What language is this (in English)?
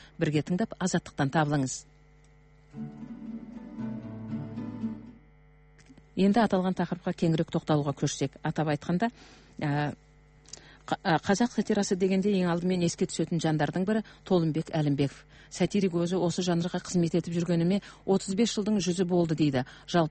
Kazakh